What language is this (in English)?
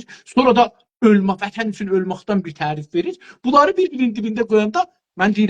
South Azerbaijani